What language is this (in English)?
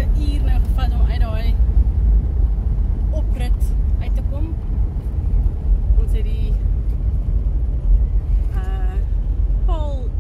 Afrikaans